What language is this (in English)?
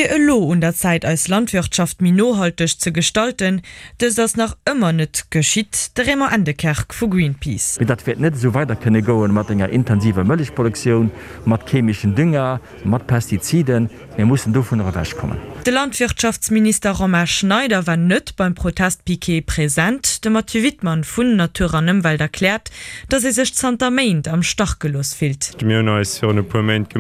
Luxembourgish